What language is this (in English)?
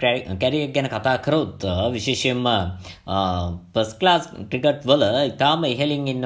Sinhala